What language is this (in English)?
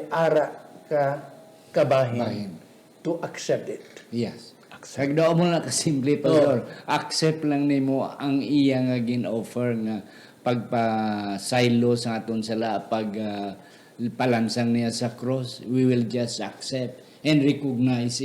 Hiligaynon